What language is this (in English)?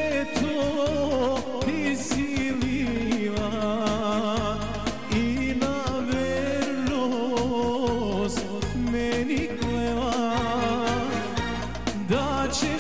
Serbian